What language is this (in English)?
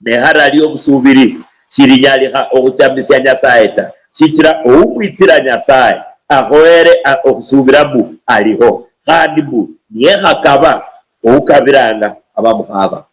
Luyia